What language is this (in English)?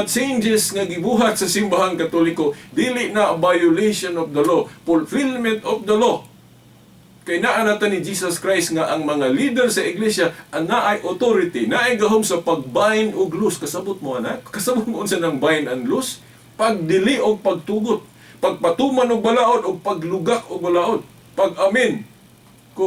Cebuano